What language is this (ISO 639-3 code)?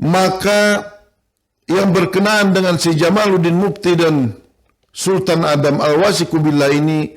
bjn